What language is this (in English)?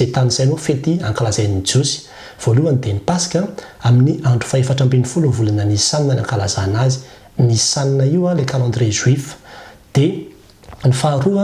Malagasy